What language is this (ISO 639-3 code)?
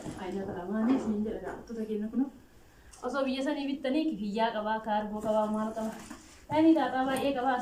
orm